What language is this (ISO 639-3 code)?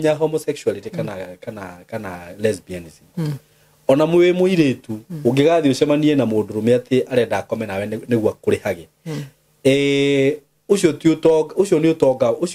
kik